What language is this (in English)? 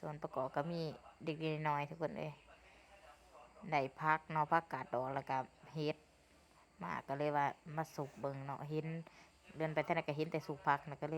Lao